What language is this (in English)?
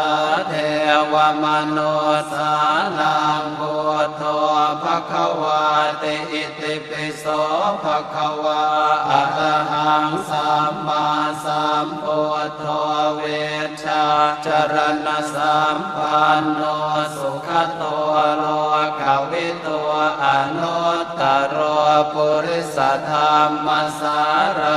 Pali